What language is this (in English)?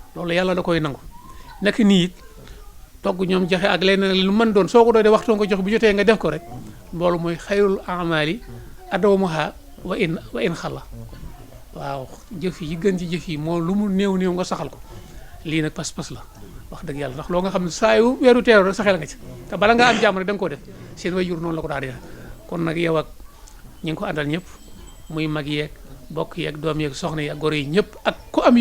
Wolof